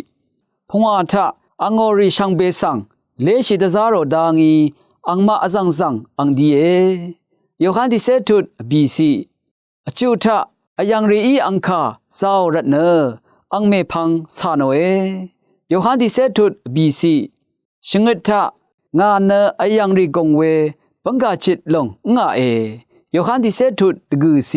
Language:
Rawang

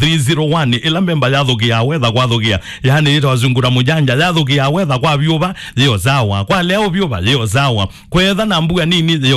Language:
Kamba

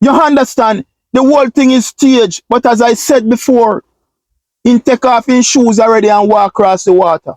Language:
Jamaican Creole English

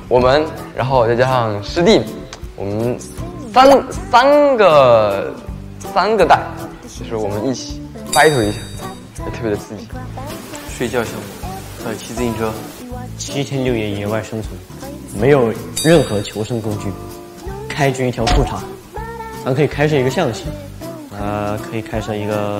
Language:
Chinese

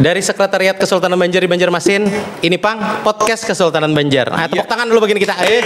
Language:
Banjar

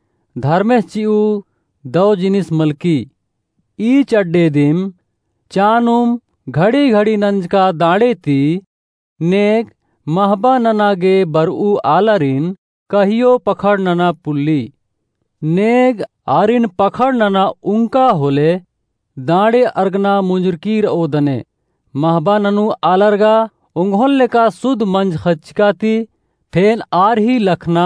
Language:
Kurukh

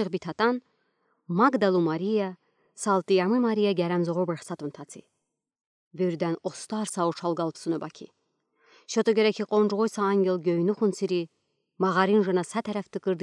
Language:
Udi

